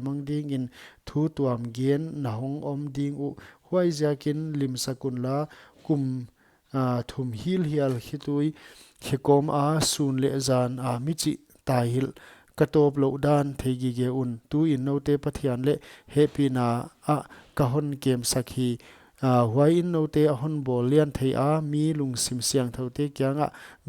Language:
Paite Chin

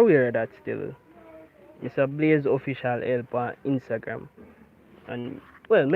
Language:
Jamaican Creole English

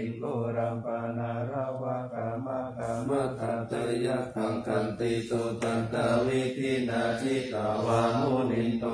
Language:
Pali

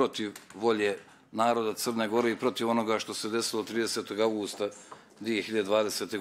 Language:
Bosnian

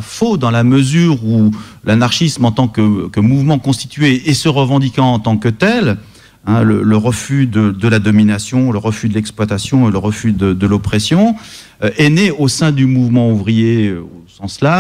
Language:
French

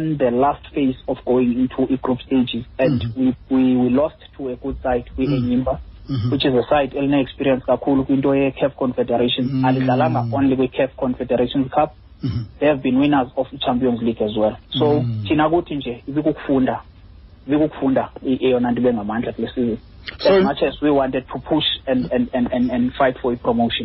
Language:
Xhosa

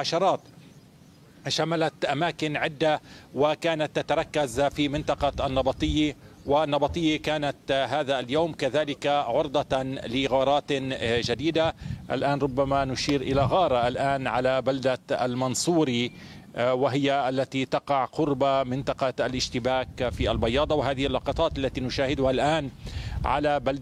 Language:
Arabic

